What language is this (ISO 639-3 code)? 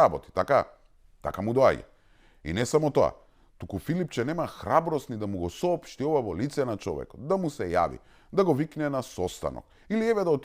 mkd